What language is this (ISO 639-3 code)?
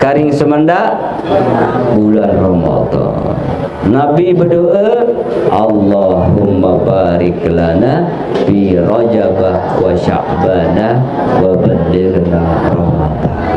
sas